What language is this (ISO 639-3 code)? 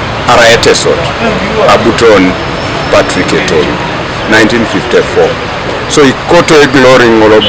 teo